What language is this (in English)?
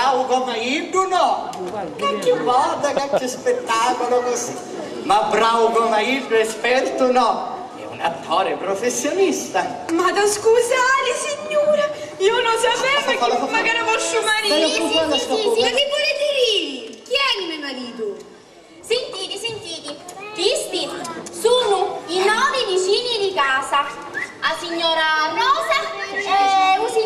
Sicilian